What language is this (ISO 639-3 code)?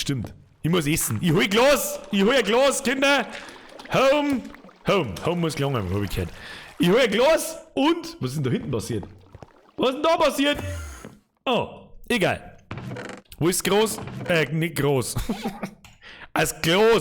bar